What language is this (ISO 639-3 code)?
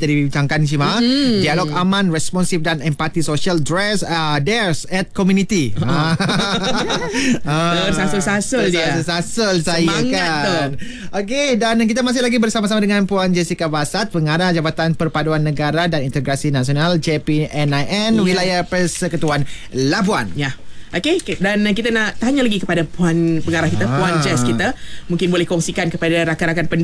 msa